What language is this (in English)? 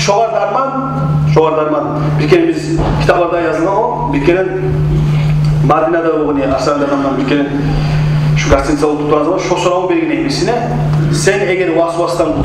Kumyk